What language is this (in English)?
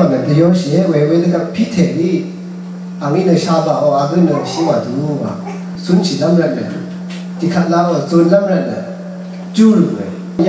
Rawang